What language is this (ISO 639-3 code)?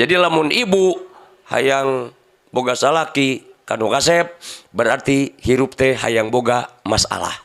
sun